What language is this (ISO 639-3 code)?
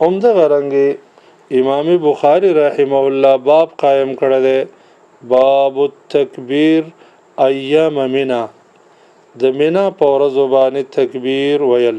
pus